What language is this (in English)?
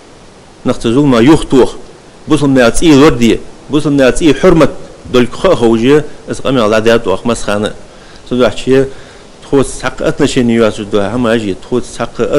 Ingush